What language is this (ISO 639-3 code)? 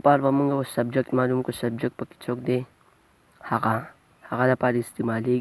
pus